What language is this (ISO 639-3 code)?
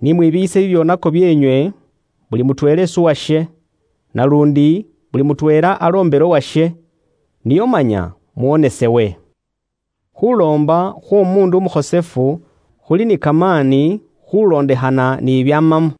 luy